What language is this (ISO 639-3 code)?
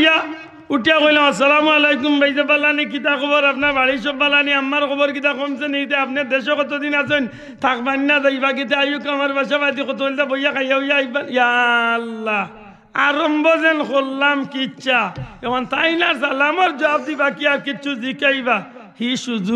syl